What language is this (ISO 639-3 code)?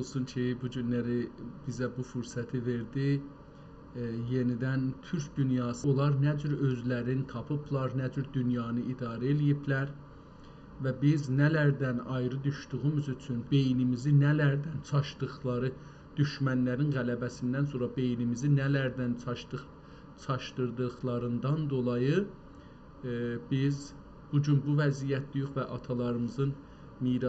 azb